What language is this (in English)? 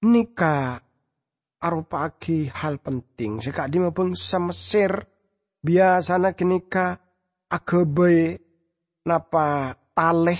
Madurese